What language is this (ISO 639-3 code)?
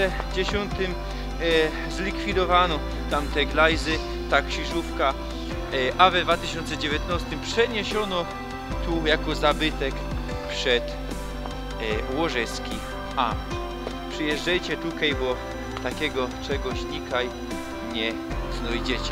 szl